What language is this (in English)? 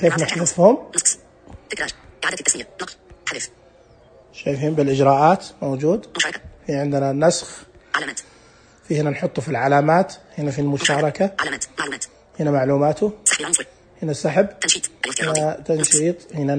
Najdi Arabic